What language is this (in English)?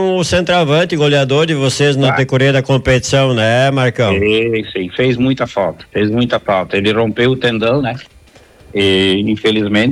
Portuguese